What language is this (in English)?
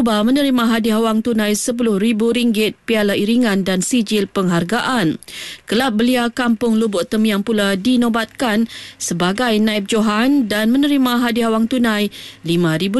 Malay